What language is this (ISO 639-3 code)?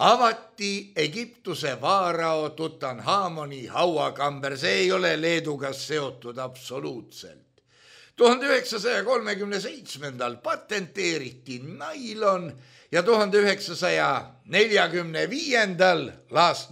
est